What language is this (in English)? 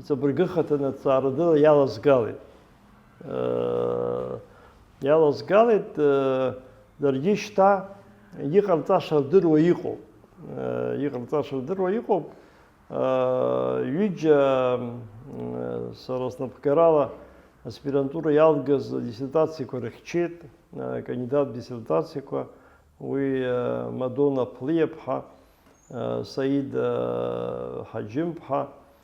Abkhazian